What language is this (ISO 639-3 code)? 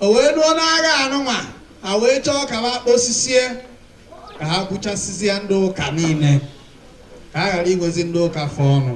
ibo